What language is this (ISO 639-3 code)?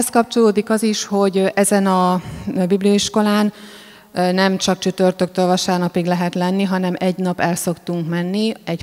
hun